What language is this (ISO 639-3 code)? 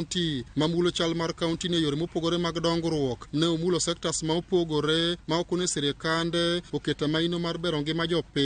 luo